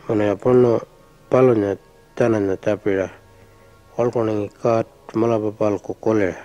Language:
Pitjantjatjara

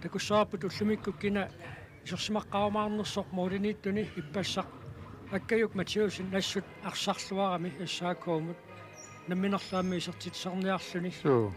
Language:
Kalaallisut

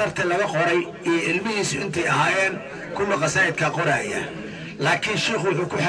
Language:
Somali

